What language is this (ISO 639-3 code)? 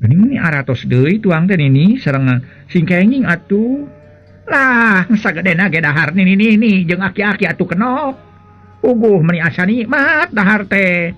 sun